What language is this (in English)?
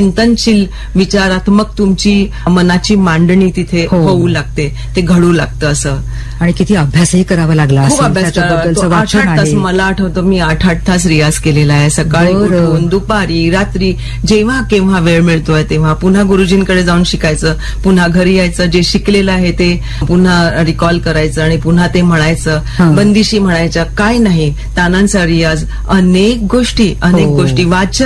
Marathi